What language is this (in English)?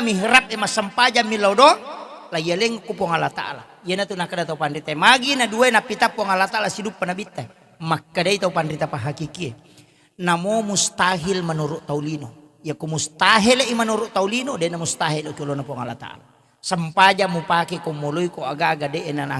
Buginese